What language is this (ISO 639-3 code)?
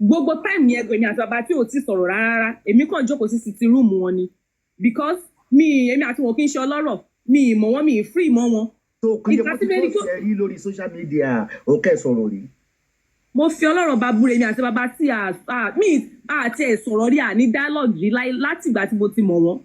yor